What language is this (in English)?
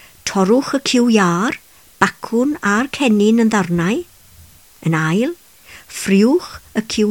Welsh